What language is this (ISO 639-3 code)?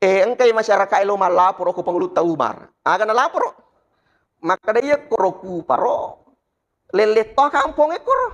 bug